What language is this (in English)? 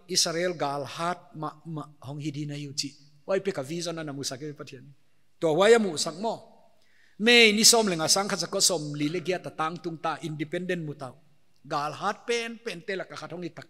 Paite Chin